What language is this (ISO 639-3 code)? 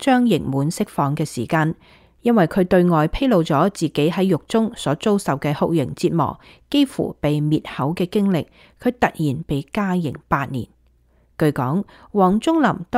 yue